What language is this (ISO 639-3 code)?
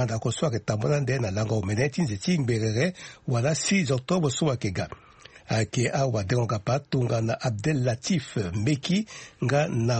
sag